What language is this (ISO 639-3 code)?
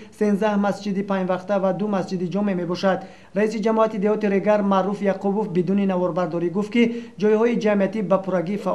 tgk